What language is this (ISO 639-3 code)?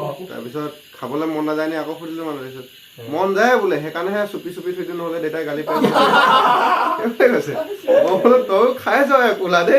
asm